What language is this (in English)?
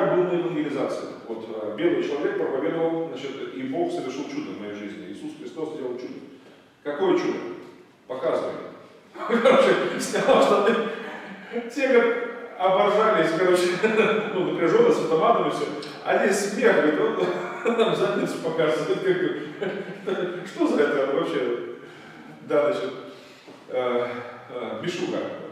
Russian